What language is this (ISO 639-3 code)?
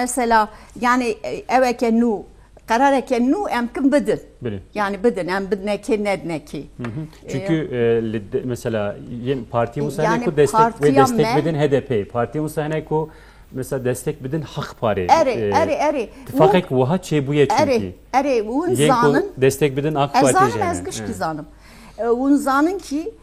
kur